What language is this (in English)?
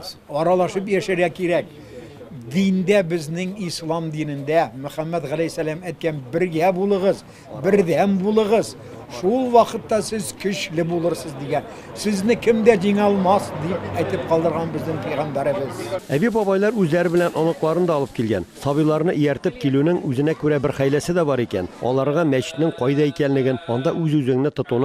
Tatar